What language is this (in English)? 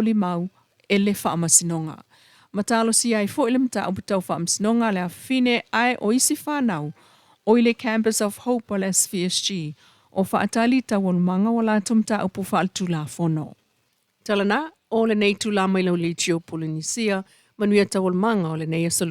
Samoan